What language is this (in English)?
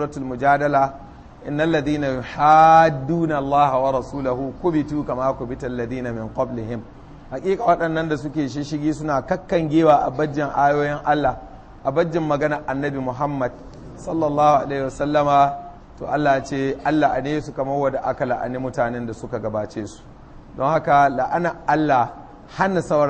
Hausa